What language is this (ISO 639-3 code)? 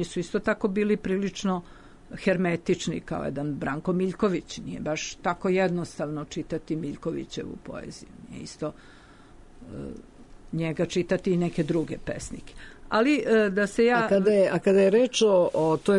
srp